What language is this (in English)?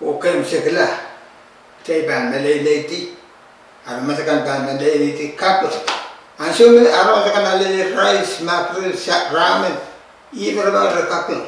Pohnpeian